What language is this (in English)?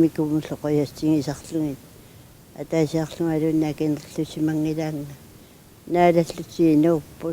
Kalaallisut